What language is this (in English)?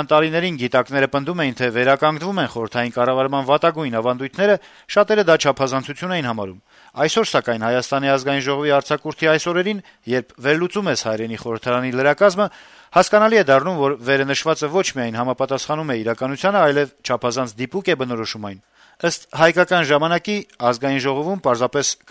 Armenian